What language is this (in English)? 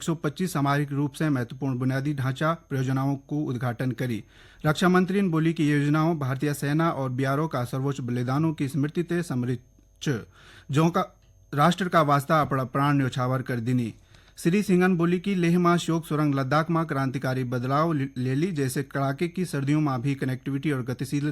Garhwali